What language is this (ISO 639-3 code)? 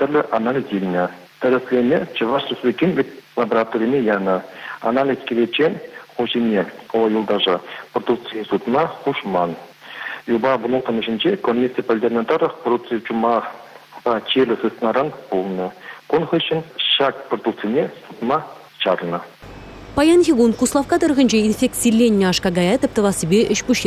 chv